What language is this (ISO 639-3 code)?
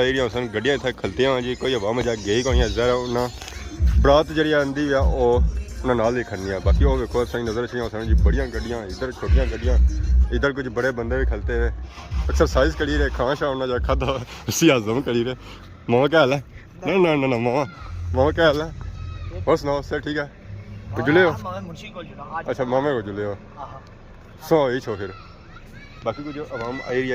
phr